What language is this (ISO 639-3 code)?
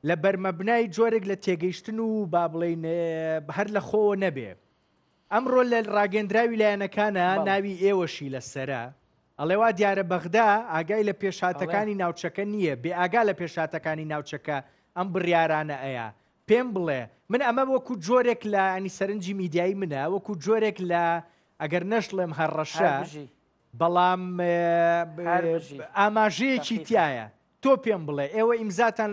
ckb